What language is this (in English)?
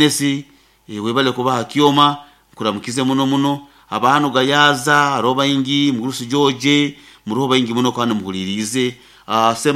Nyoro